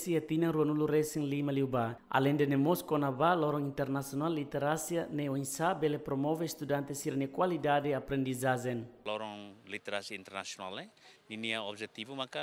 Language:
Tetum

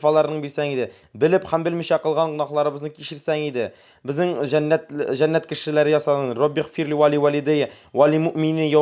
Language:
Tatar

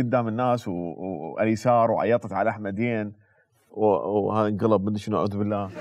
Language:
Mesopotamian Arabic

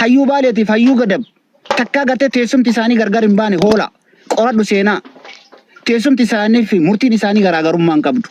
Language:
Oromo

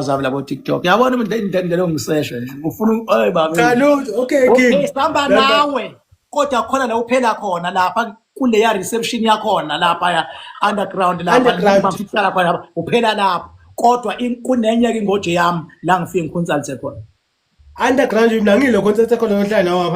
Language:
Zulu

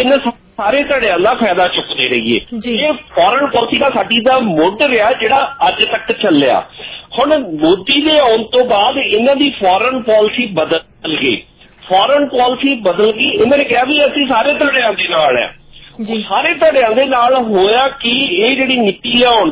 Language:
Punjabi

